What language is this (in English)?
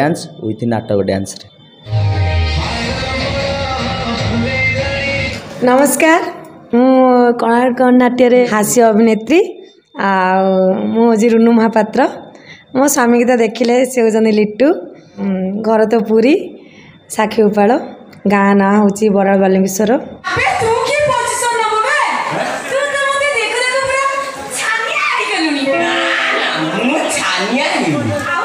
Odia